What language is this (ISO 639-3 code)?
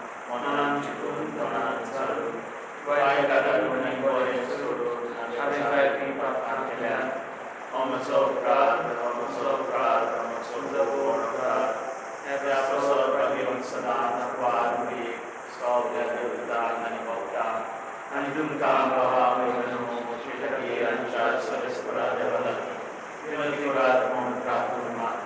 kok